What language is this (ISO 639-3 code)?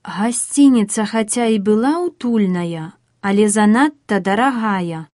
bel